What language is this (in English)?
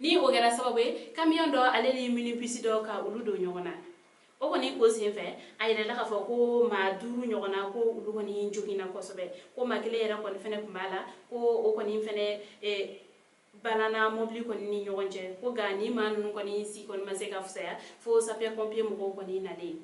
Bambara